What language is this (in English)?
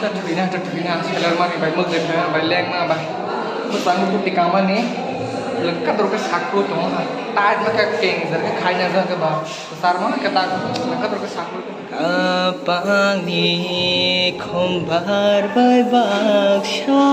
Kok Borok